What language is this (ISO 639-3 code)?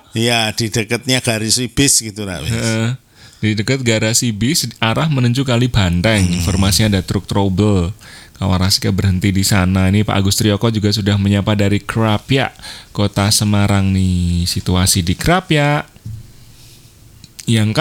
ind